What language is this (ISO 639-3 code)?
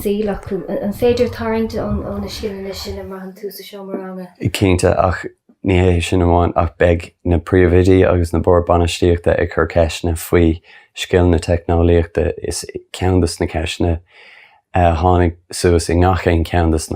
gle